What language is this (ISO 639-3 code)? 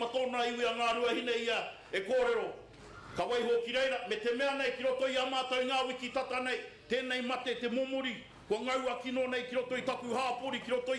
mri